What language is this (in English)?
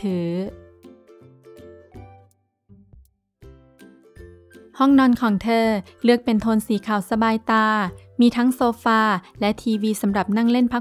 Thai